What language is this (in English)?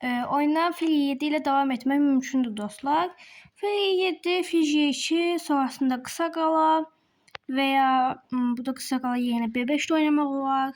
Azerbaijani